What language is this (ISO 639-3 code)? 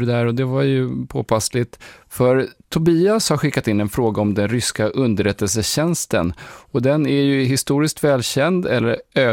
swe